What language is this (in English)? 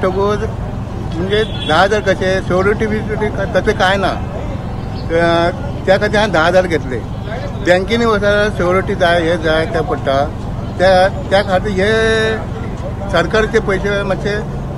Konkani